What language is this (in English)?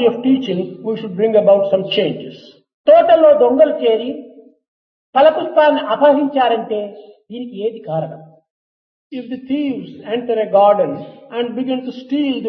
Telugu